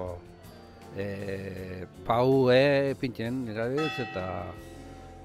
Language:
Basque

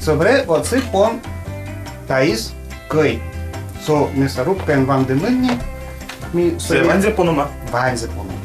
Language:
Udmurt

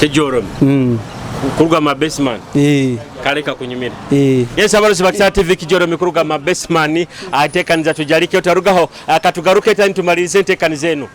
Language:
Nyoro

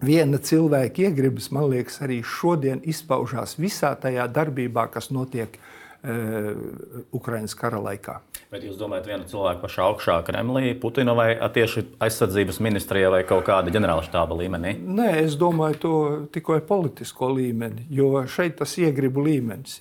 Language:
Latvian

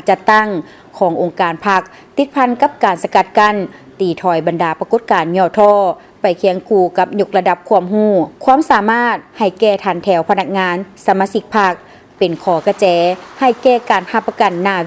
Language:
Lao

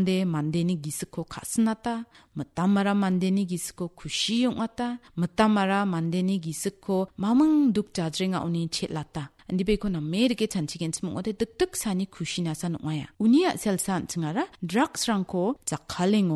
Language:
Garo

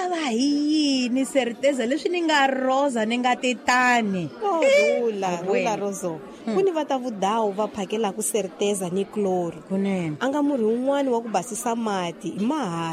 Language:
Tsonga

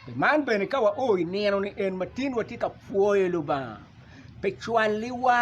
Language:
Acoli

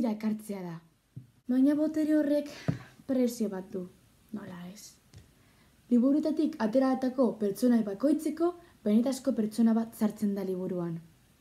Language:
Basque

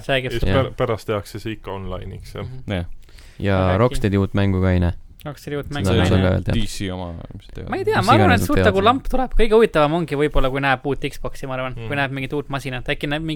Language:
Estonian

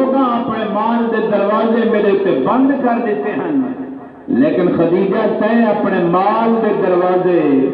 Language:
Saraiki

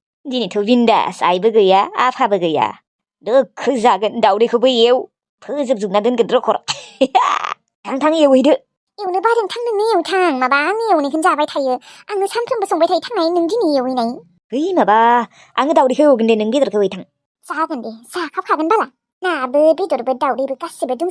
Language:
Bodo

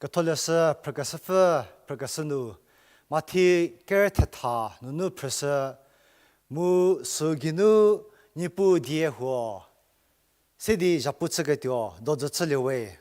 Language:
Angami Naga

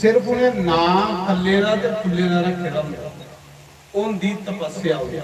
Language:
Dogri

